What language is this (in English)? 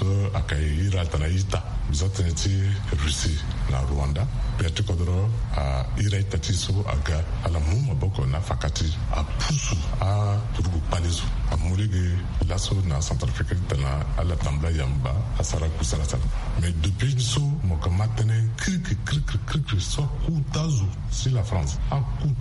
Sango